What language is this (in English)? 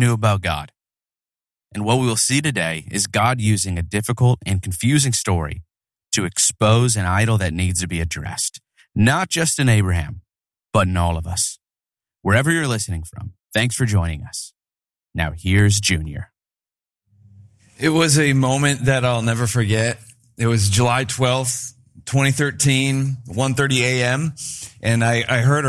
English